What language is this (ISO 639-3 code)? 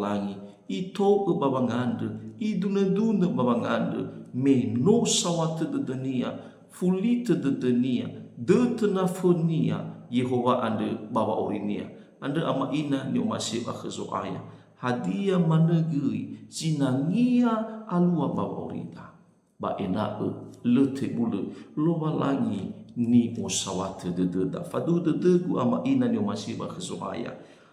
nia